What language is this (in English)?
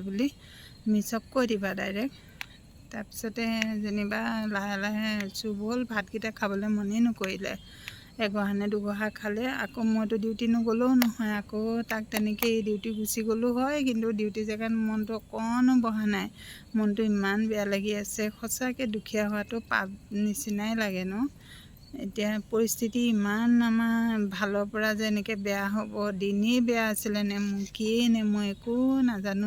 Assamese